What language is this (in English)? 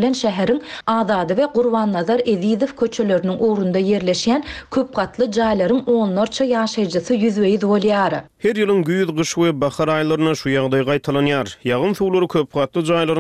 Turkmen